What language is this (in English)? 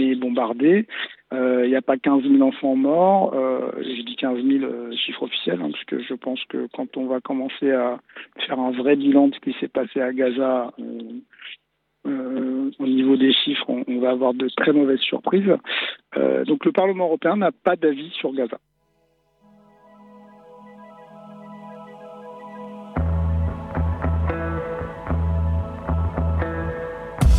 French